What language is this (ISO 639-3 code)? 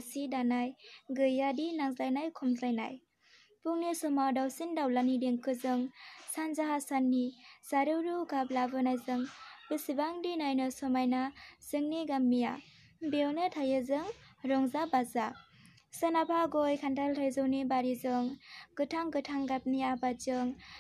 brx